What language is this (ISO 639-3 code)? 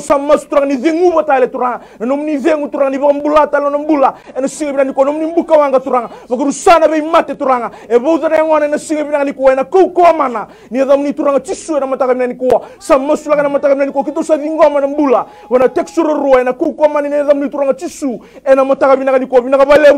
fij